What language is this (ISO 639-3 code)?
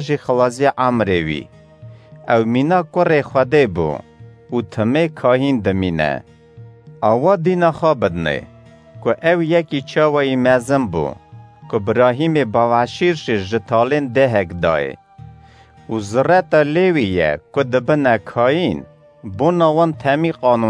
kur